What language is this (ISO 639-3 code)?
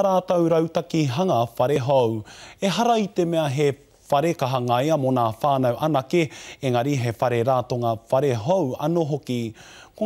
mri